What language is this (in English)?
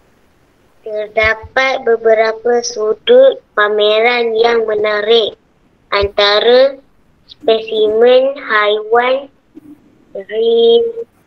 Malay